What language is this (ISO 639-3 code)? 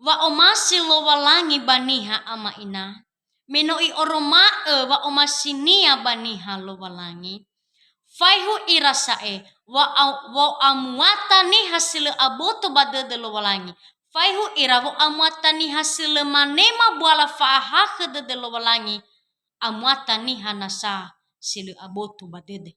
nia